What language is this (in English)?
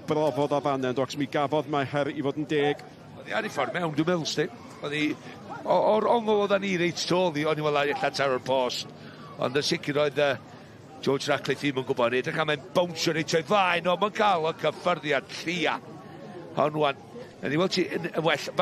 Welsh